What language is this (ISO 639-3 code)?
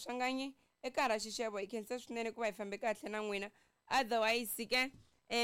tso